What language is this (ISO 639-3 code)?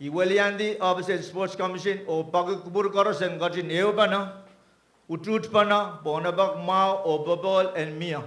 pon